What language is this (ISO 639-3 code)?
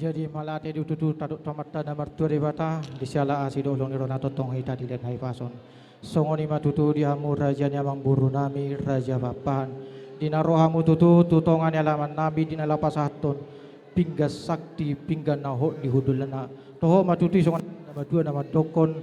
bbc